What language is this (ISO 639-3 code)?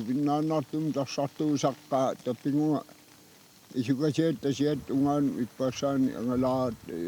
kal